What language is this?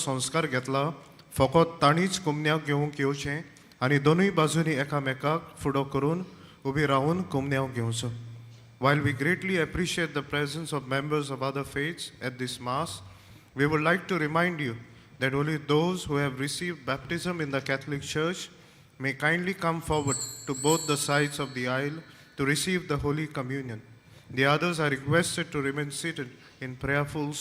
Konkani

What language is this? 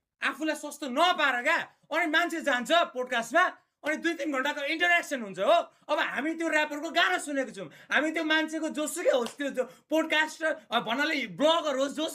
Nepali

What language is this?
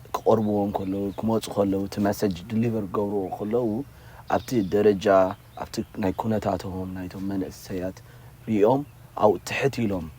Tigrinya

